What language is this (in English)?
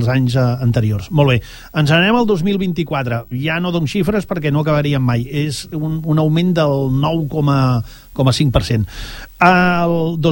Catalan